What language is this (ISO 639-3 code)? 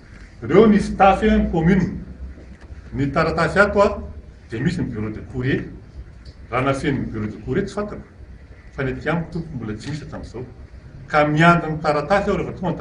mlg